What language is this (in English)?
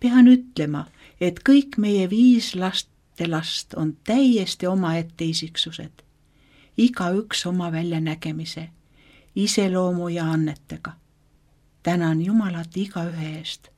Estonian